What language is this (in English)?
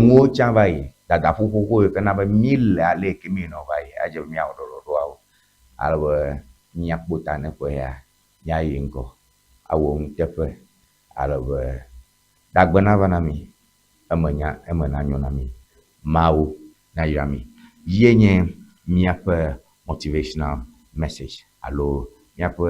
Ewe